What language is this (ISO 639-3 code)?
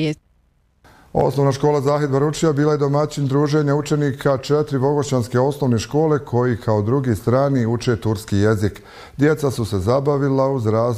bos